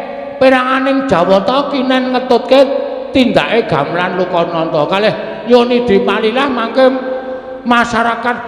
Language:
Javanese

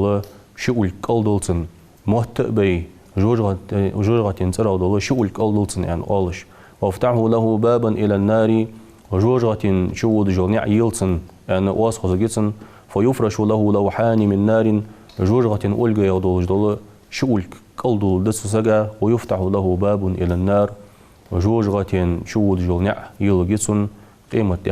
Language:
Ingush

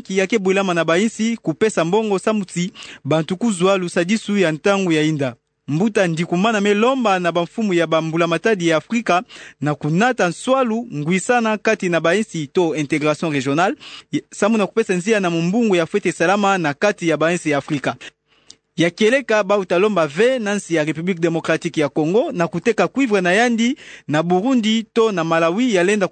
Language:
Kituba (Democratic Republic of Congo)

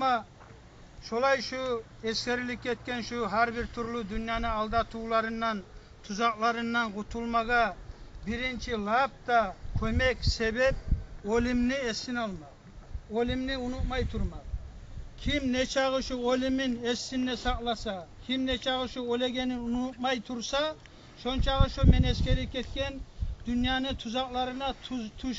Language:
Kumyk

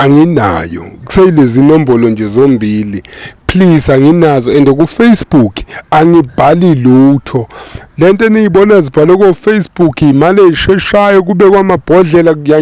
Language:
Zulu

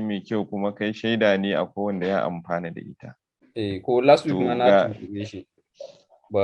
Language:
Hausa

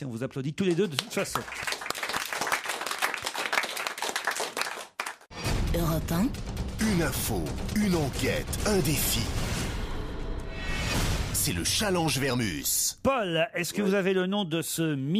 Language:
French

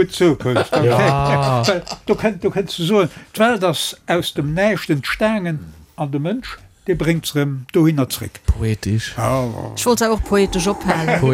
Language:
Luxembourgish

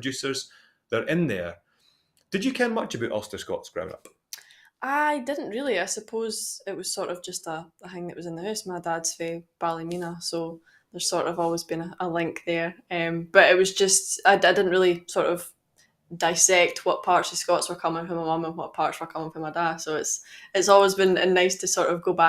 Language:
Scots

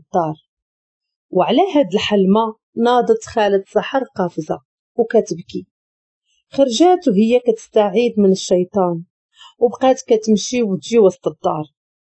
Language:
Moroccan Arabic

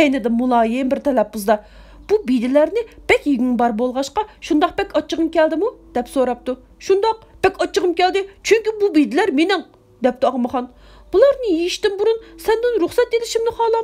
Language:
Uyghur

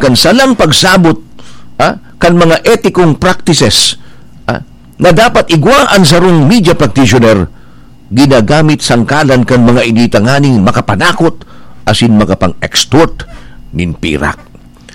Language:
Bikol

